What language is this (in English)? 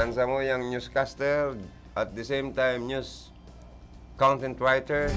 Bikol